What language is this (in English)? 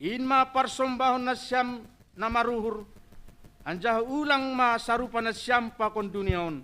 Batak Simalungun